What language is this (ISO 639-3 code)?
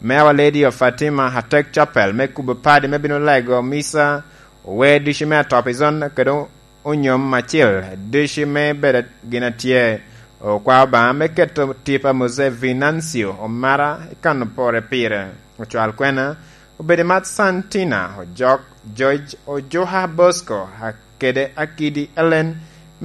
laj